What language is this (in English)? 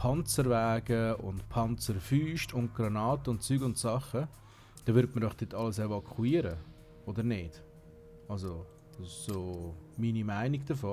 Swiss German